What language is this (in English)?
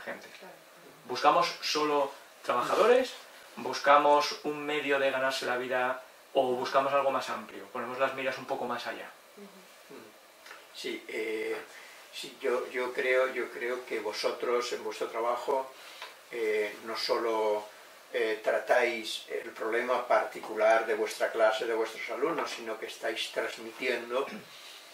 Spanish